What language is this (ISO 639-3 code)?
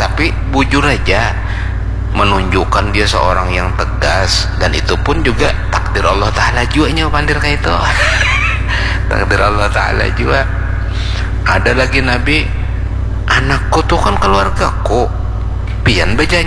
bjn